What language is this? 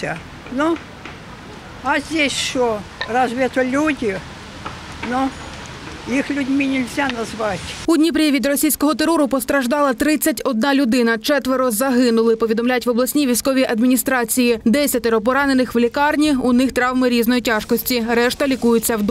Ukrainian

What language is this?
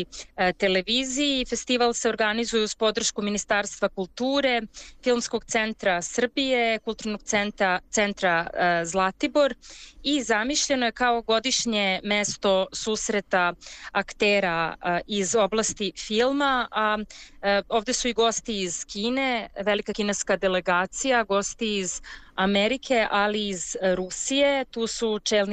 Serbian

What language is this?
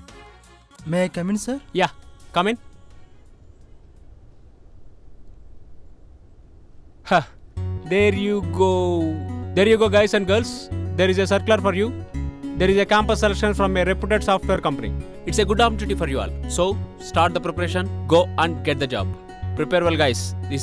Telugu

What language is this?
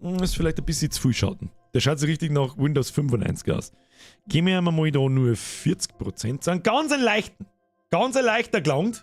Bavarian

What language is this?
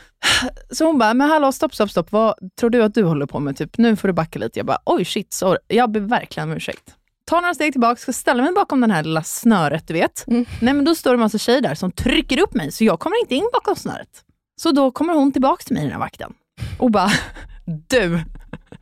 Swedish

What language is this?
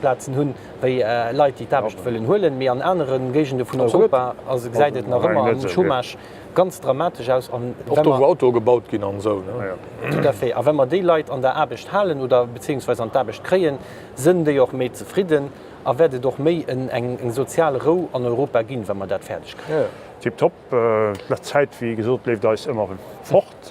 Luxembourgish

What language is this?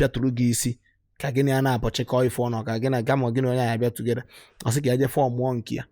Igbo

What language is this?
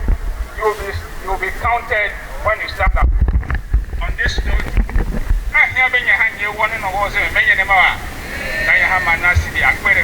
Ewe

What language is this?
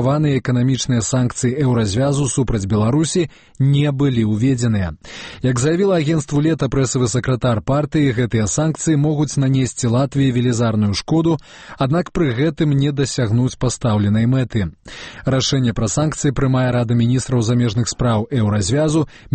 Belarusian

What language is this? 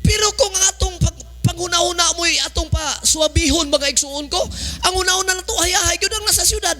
Cebuano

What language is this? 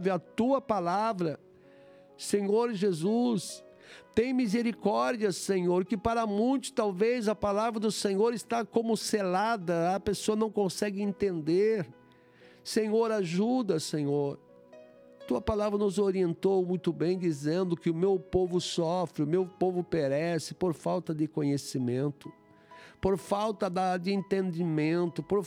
Portuguese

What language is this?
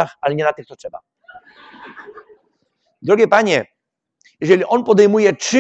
Polish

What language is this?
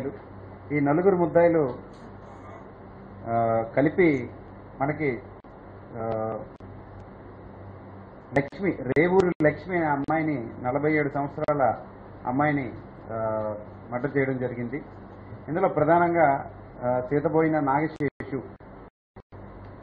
Telugu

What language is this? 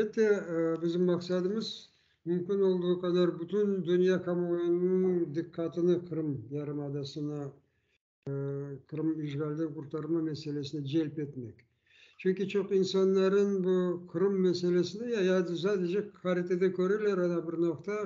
Crimean Tatar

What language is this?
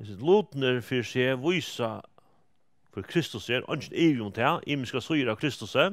Faroese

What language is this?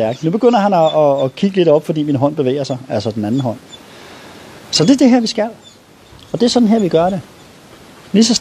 Danish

